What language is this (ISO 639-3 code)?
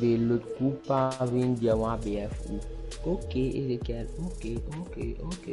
mfe